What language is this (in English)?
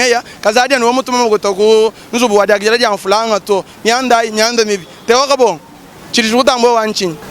Luba-Lulua